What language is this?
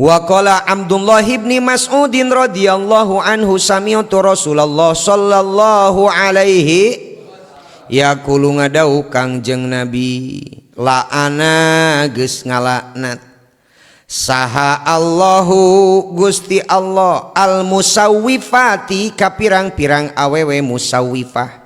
Sundanese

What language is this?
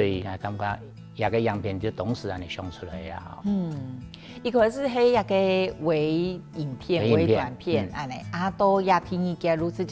Hakka Chinese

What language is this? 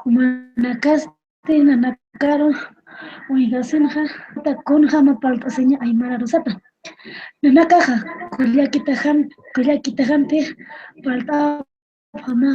Aymara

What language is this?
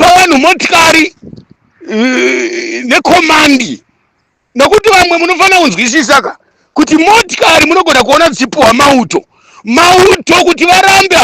Shona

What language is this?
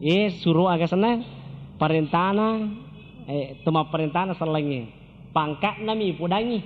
Buginese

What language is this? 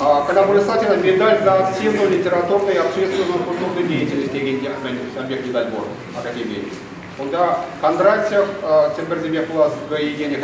Chuvash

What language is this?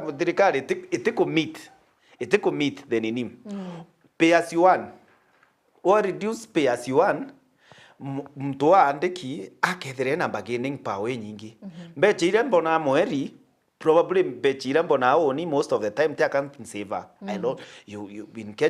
Meru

